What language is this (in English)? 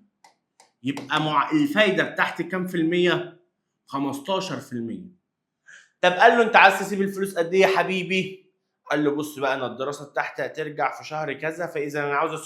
Egyptian Arabic